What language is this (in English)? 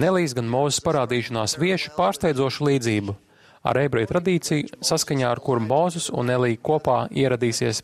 Latvian